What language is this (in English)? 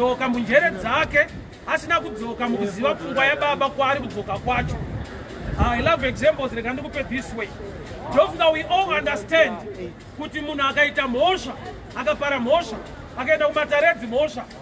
Shona